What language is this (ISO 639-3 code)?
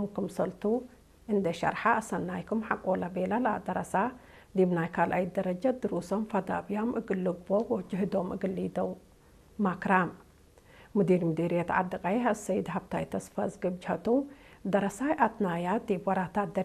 tig